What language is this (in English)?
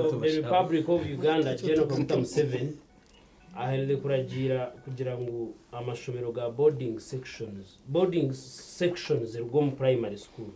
Nyankole